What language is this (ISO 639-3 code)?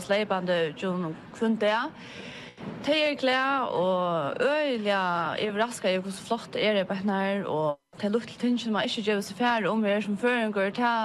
fao